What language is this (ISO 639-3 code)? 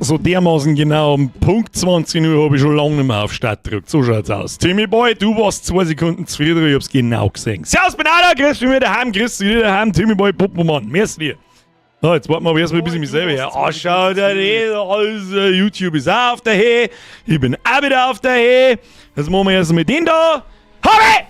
bar